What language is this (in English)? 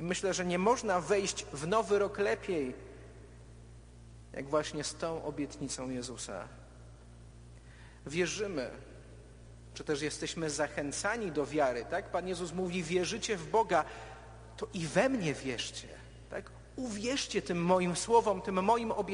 Polish